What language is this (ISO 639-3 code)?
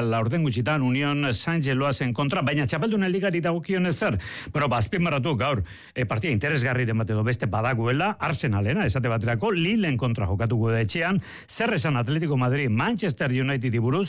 eus